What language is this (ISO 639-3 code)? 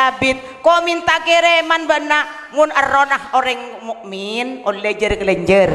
mad